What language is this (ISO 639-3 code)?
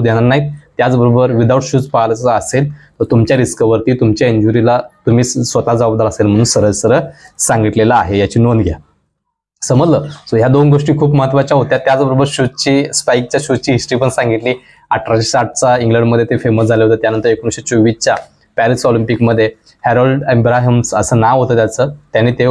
mar